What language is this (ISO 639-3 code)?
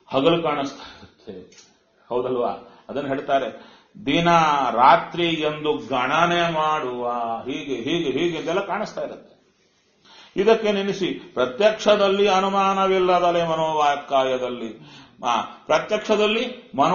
kan